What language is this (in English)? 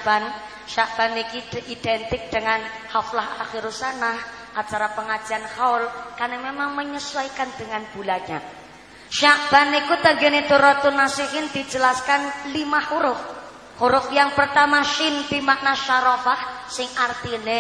Javanese